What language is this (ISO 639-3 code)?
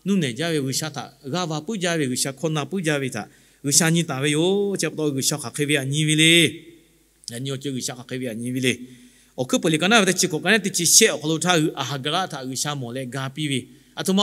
lhu